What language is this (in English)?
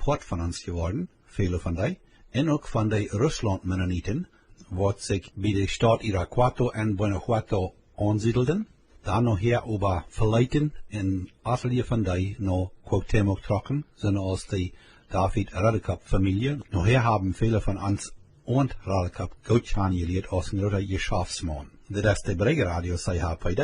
Plautdietsch